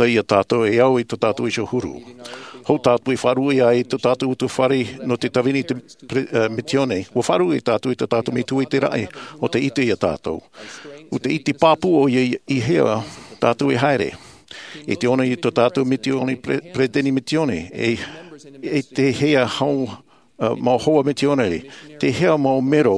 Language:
Tahitian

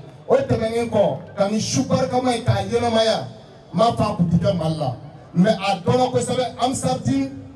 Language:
Bambara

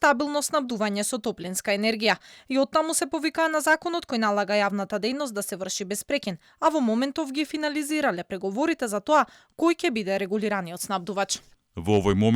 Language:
Macedonian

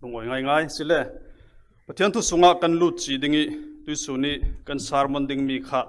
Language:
Falam Chin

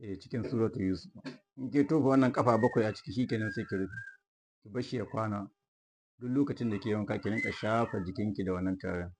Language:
Hausa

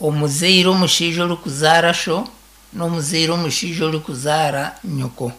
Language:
Nyankole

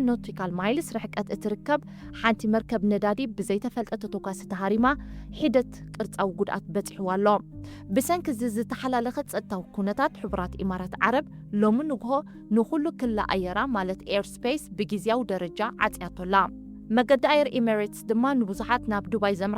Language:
Tigrinya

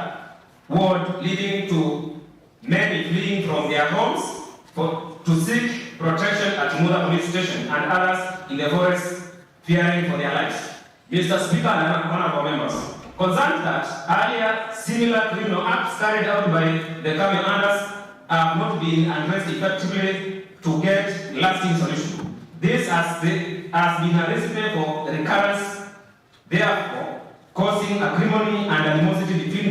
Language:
Kamba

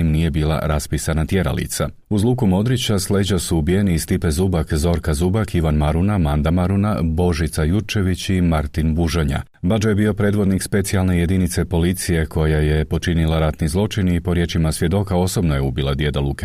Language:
Croatian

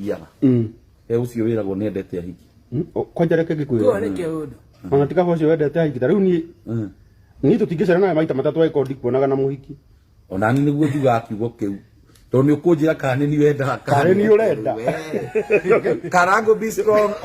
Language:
Kikuyu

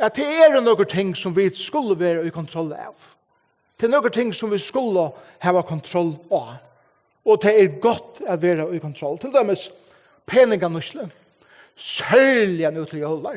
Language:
Faroese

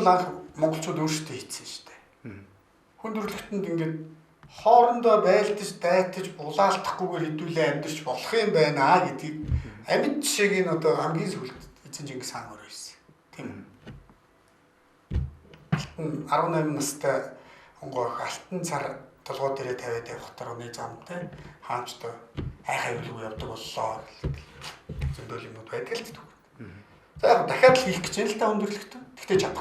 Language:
Mongolian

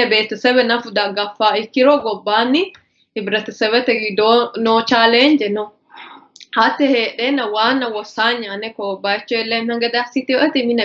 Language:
Sidamo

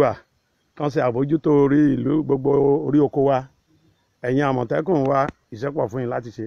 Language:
Yoruba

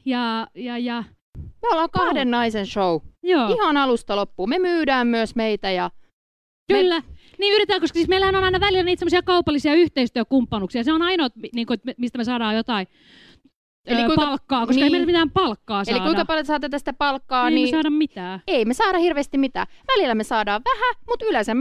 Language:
Finnish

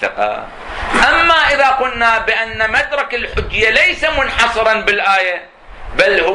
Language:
Arabic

